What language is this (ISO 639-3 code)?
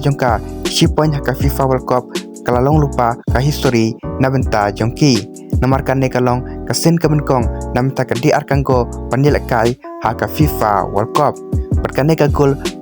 kha